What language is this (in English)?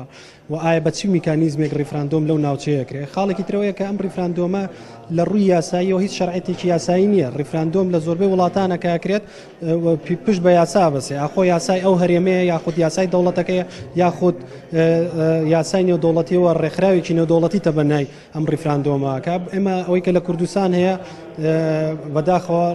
Central Kurdish